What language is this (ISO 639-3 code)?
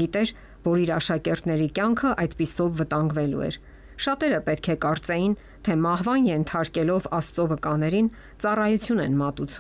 hye